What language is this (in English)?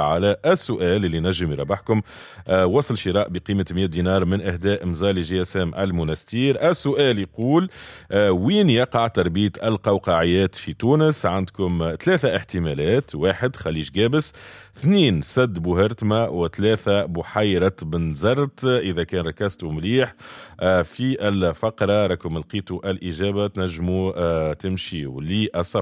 Tunisian Arabic